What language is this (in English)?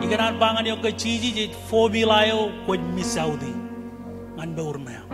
Marshallese